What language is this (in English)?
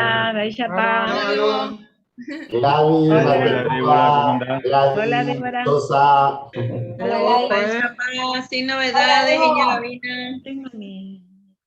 Guarani